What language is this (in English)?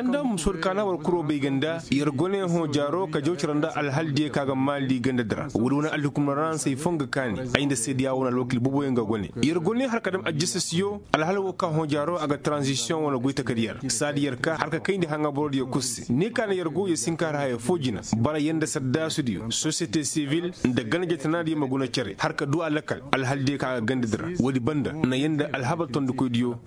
Koyraboro Senni